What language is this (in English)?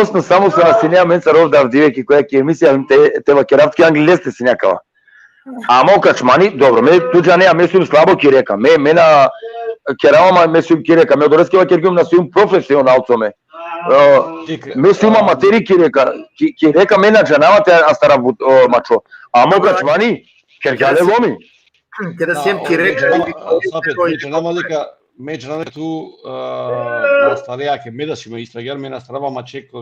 Balkan Romani